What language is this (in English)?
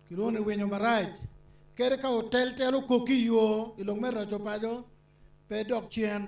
Acoli